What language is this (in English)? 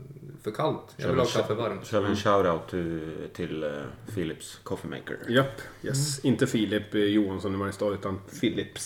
Swedish